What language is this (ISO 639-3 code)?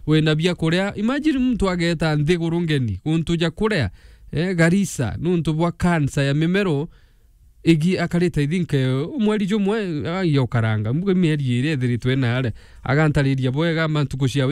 mer